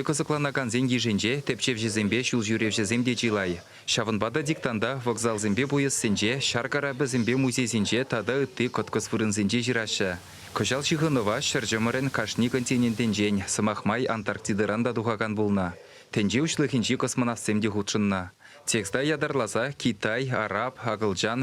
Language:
Chuvash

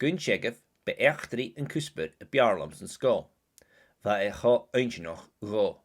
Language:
Scottish Gaelic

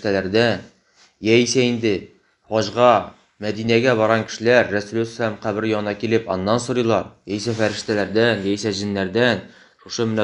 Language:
Tatar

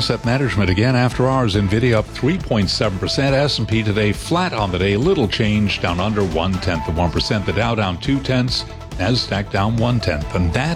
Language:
English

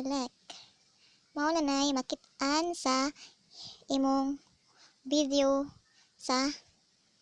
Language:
Cebuano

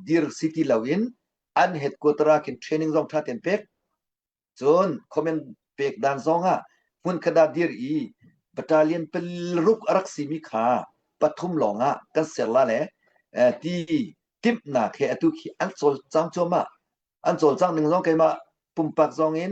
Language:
Hakha Chin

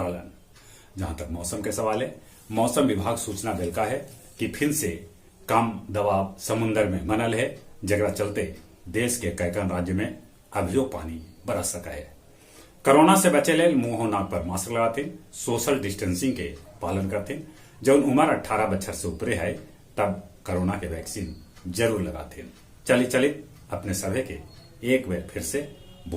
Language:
Magahi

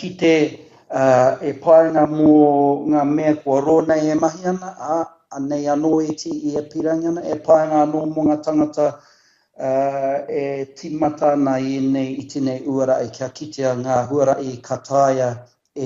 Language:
Māori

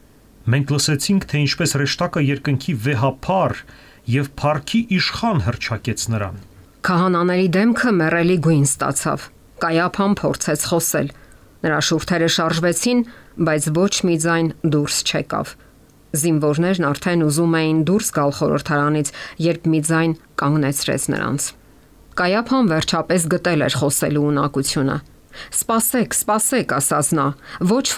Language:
Armenian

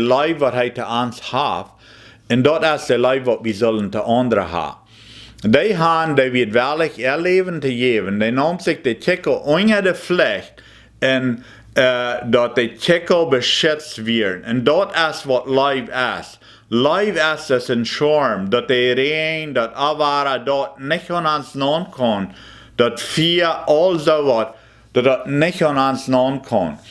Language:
Plautdietsch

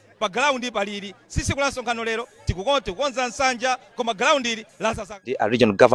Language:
Nyanja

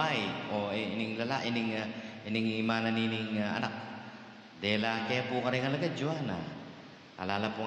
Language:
Pampanga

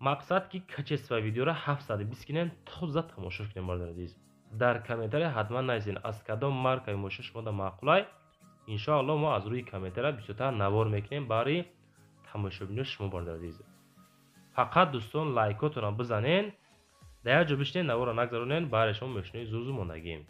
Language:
Tajik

